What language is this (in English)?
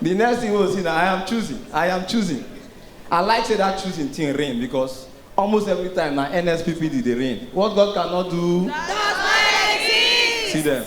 Nigerian Pidgin